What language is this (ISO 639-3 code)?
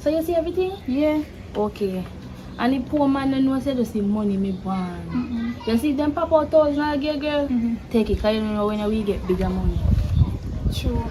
jam